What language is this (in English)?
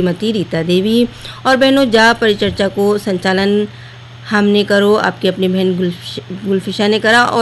Hindi